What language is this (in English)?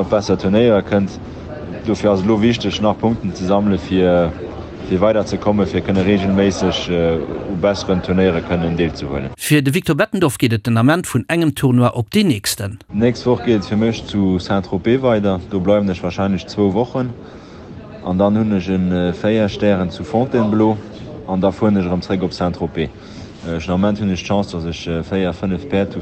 Luxembourgish